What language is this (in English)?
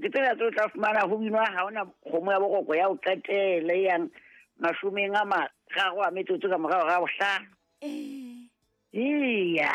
Southern Sotho